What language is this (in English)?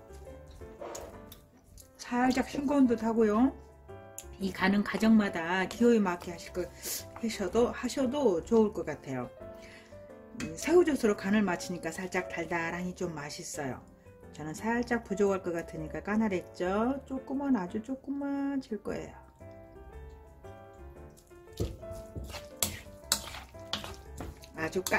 Korean